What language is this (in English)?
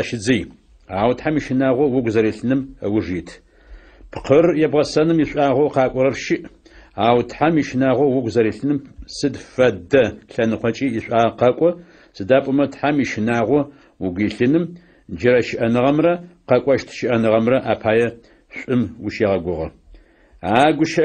Adyghe